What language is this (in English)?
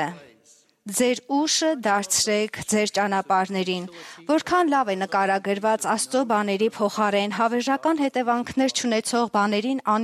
Armenian